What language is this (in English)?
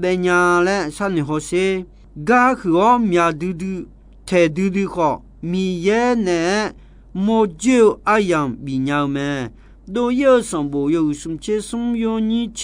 Akha